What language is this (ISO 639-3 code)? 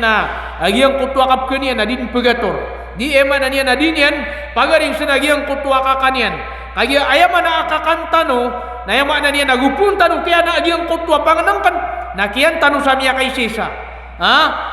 mrw